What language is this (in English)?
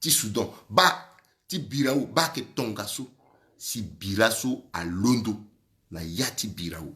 Sango